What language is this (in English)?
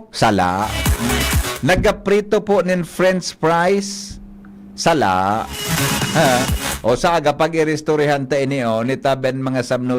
Bikol